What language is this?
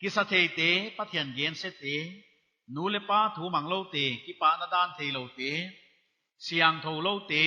Paite Chin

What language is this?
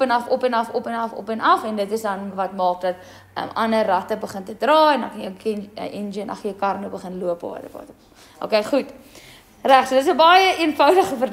Afrikaans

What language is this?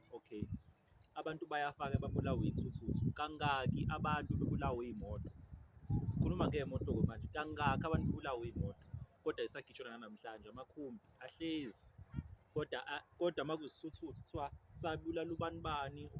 Zulu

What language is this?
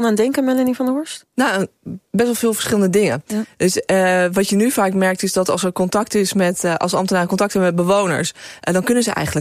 Dutch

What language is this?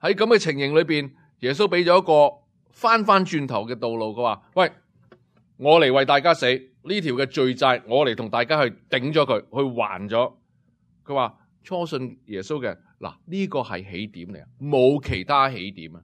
Cantonese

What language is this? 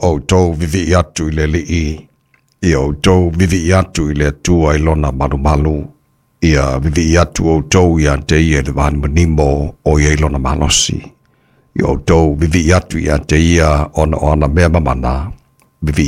Samoan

